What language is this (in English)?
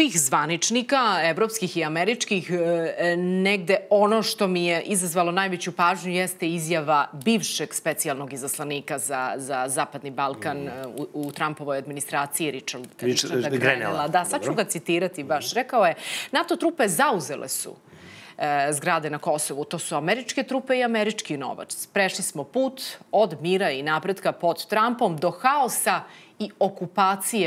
Serbian